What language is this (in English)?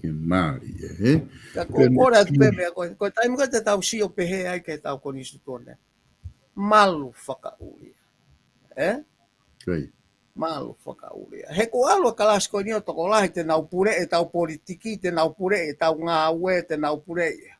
Tongan